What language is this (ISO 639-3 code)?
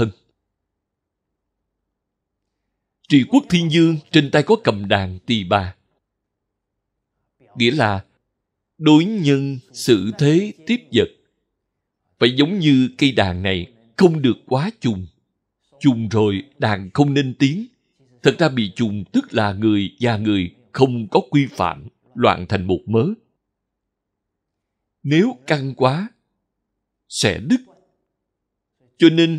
vie